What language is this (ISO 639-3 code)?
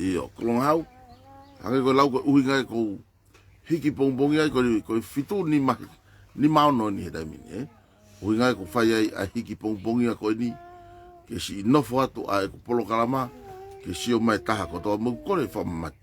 ton